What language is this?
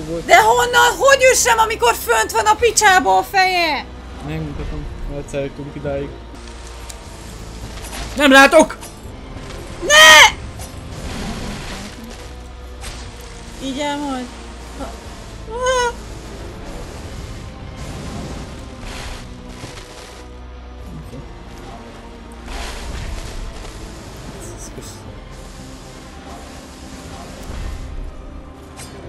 Hungarian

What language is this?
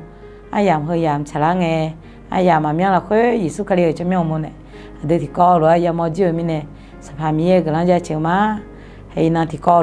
Akha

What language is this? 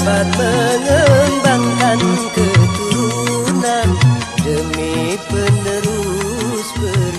Betawi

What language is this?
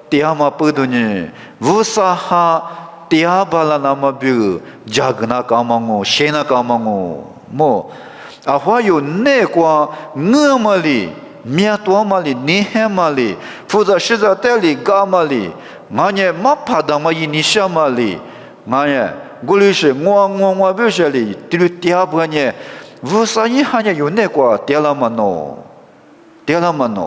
Lisu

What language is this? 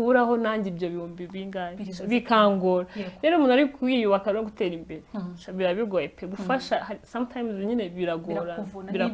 Kinyarwanda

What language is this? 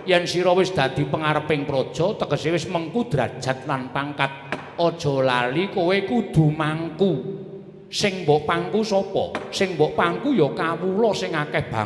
Javanese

